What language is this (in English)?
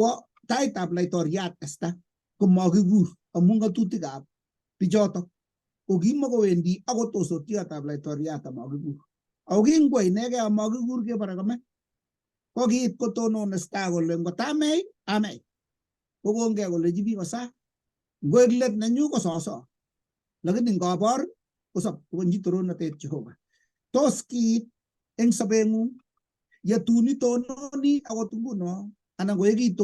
Kalenjin